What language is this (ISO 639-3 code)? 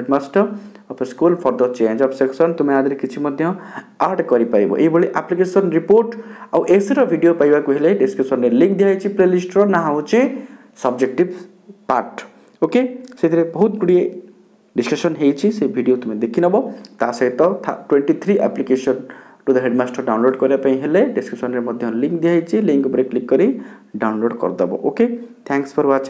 ori